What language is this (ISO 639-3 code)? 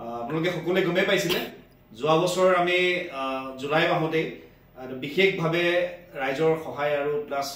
asm